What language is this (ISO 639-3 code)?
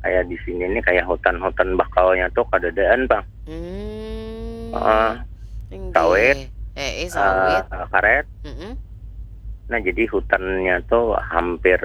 bjn